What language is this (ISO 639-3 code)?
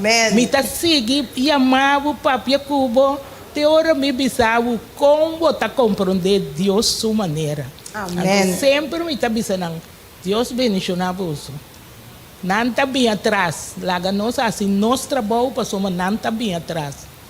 pap